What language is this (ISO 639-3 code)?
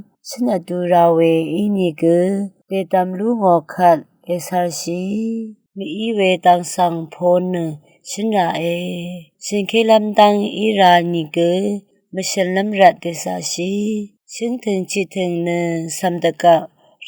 raw